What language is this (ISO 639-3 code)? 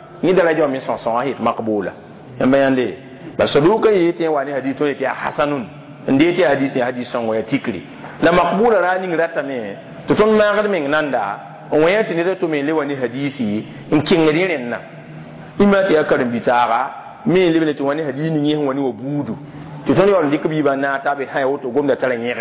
mos